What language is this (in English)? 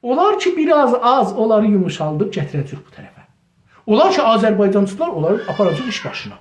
South Azerbaijani